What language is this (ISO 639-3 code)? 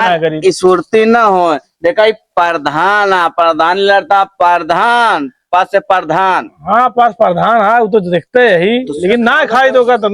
awa